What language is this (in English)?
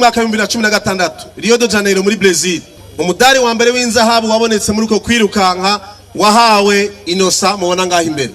Rundi